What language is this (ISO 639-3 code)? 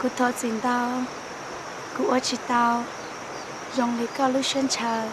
hmn